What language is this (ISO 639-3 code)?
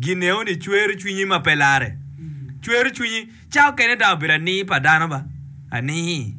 ach